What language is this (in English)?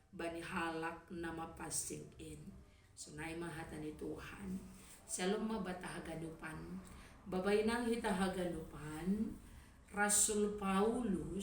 Batak Simalungun